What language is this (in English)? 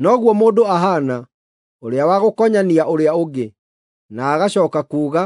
Kikuyu